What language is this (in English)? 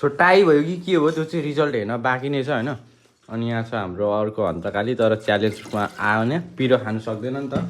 Nepali